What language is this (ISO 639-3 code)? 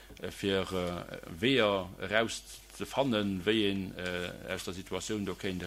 ltz